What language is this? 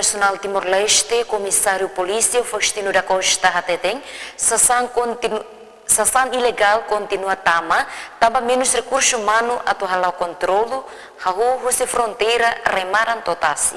Tetum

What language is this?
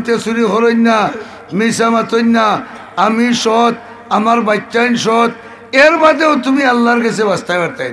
Sylheti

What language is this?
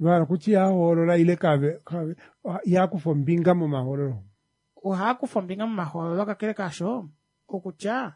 Kuanyama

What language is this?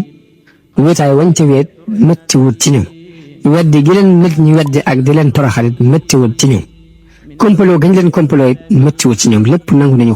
Wolof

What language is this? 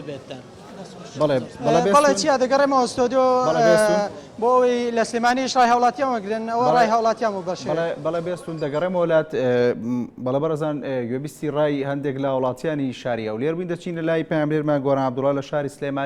Central Kurdish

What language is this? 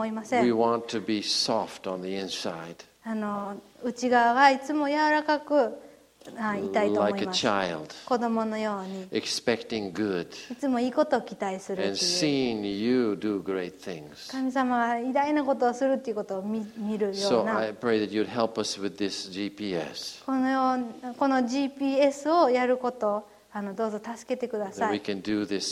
Japanese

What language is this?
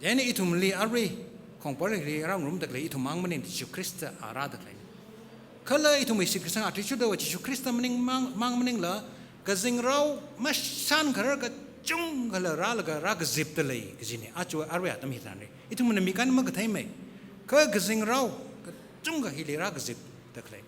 Tangkhul Naga (India)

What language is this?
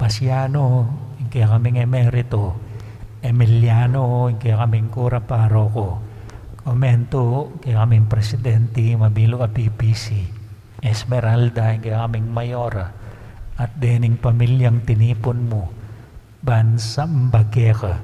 Pampanga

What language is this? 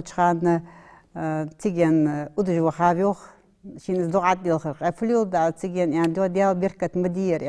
Ingush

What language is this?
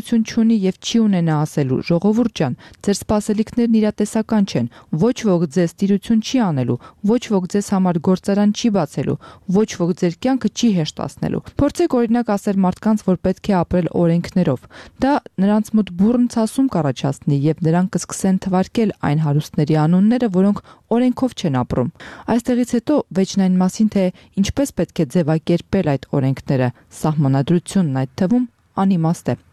Armenian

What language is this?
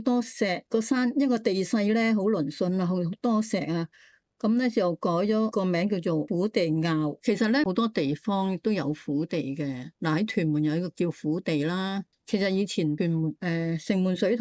Cantonese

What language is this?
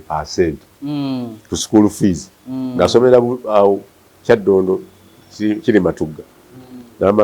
Ganda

